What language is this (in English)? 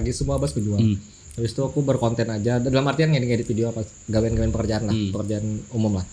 Banjar